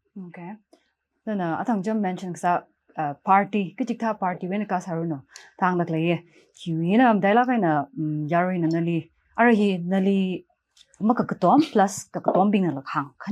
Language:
Tangkhul Naga (India)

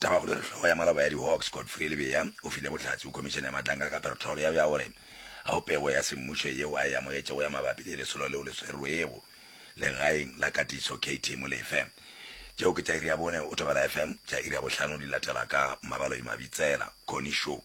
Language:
Northern Sotho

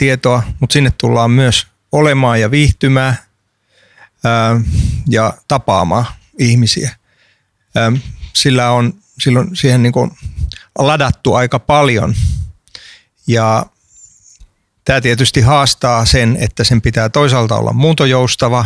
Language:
Finnish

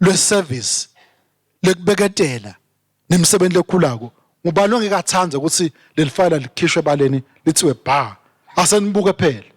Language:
Swati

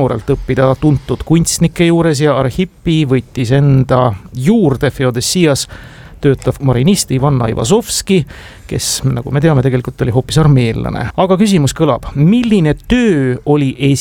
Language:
Estonian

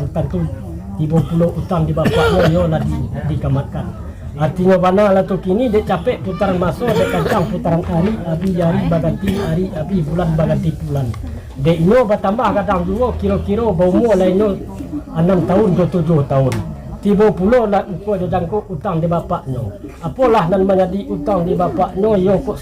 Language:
Minangkabau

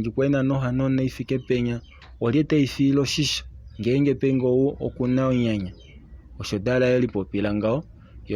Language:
Kuanyama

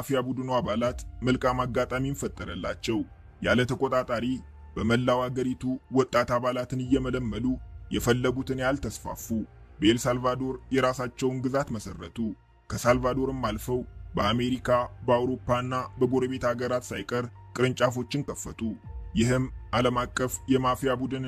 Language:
Amharic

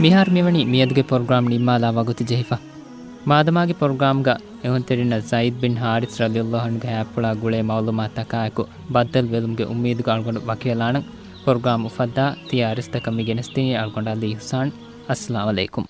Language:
Divehi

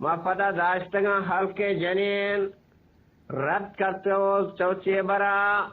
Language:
Eastern Balochi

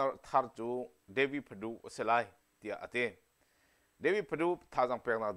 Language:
Hakha Chin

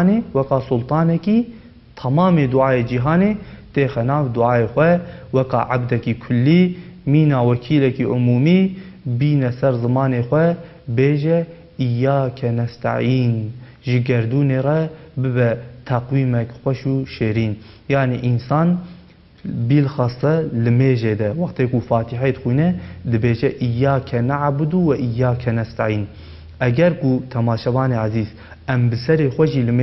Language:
Kurdish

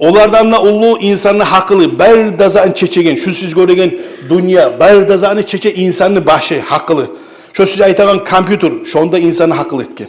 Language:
Kumyk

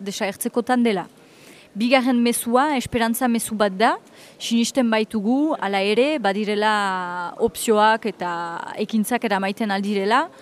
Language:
Basque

